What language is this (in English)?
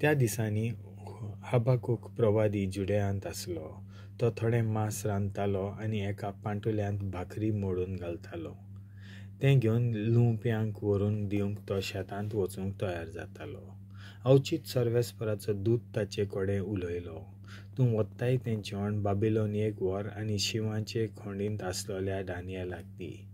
Konkani